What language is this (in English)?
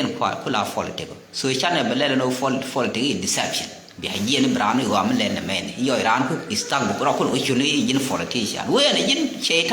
Nuer